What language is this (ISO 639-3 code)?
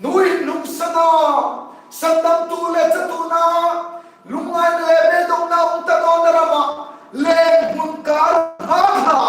hmr